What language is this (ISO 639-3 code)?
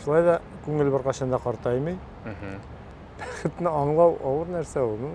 tat